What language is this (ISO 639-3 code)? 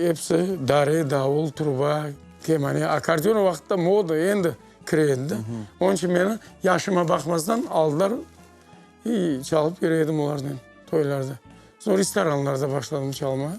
crh